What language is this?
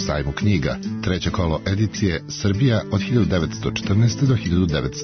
Serbian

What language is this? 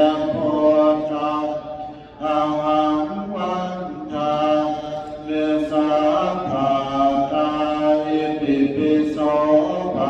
Pali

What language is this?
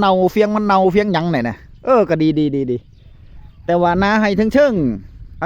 Northeastern Thai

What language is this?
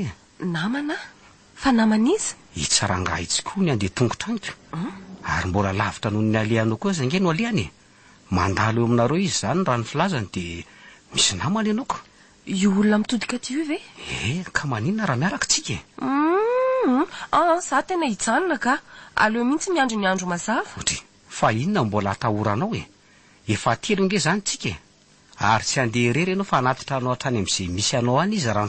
Malagasy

